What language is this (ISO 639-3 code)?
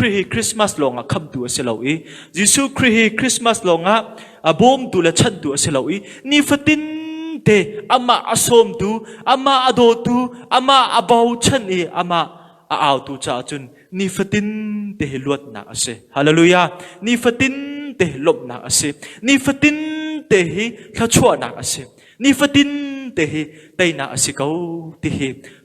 cnh